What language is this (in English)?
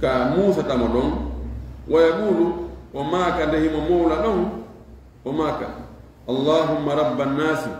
Fula